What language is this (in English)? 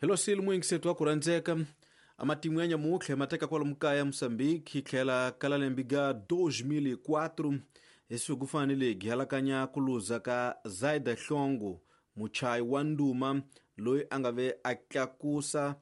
Tsonga